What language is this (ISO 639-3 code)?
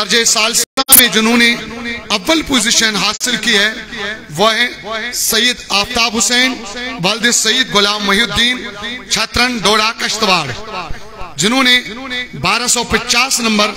urd